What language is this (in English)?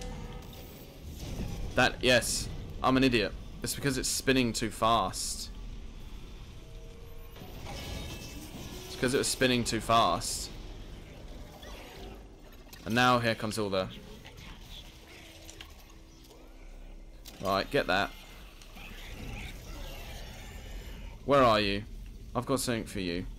English